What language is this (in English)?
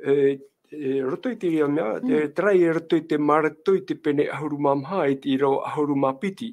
Tahitian